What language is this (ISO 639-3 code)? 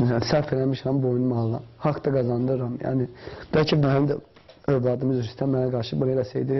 aze